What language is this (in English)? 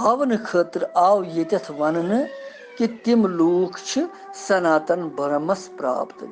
Kashmiri